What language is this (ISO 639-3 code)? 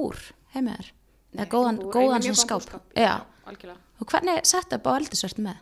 isl